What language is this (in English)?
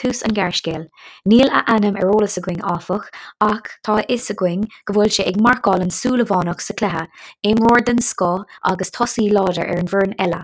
Irish